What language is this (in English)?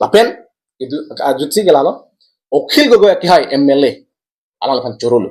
Karbi